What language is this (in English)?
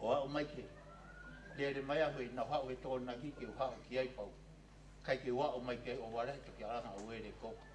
Tongan